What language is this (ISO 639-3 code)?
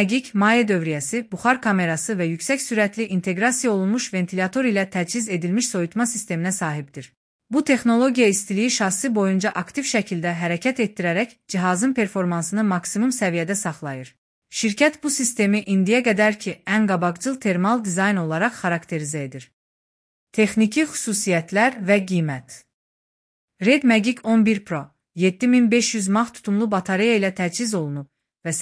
aze